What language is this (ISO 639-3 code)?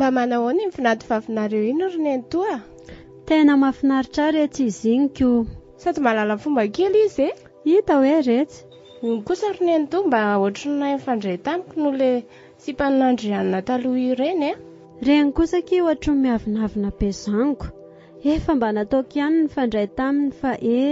mlg